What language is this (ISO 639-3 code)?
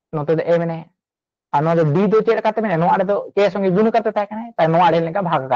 sat